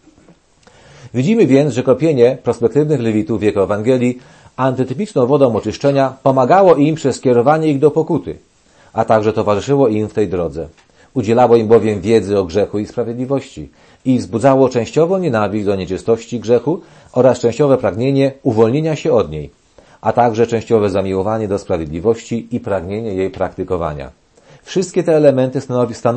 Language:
Polish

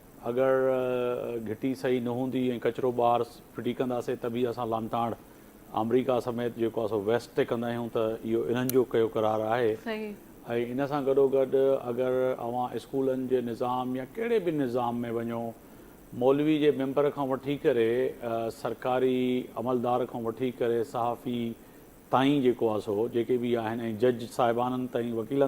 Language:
Sindhi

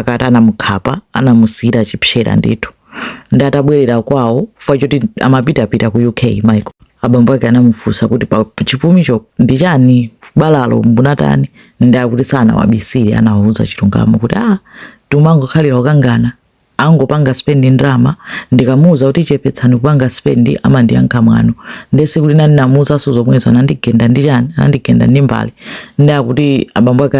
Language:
Nyanja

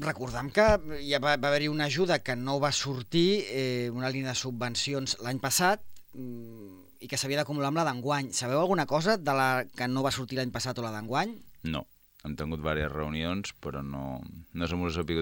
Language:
Catalan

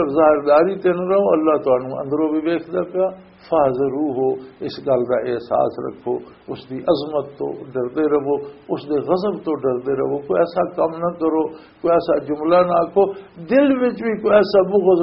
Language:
Western Panjabi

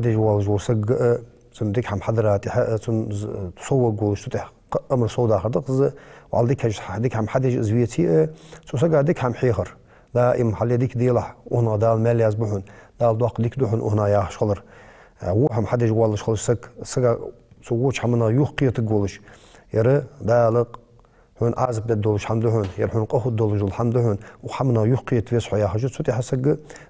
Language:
Ingush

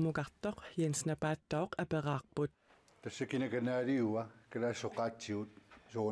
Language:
Kalaallisut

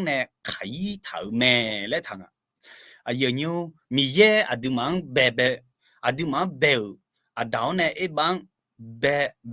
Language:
Akha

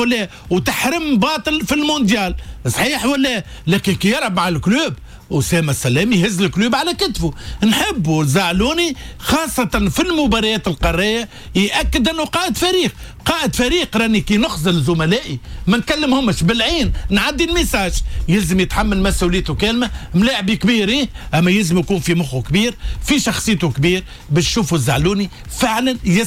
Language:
Tunisian Arabic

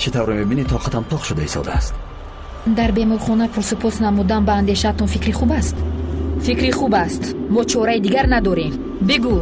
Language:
Tajik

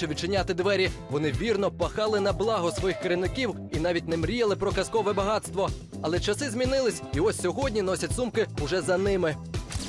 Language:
Ukrainian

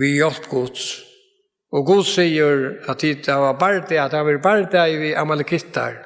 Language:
Faroese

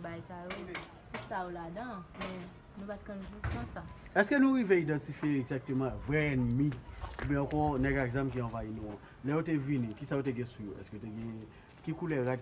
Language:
Haitian Creole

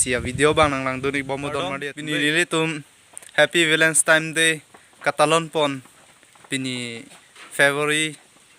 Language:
Karbi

